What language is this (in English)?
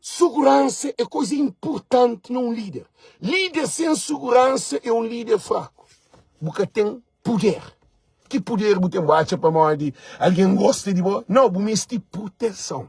Kabuverdianu